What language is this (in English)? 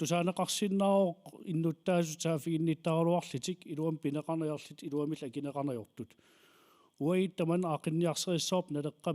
Kalaallisut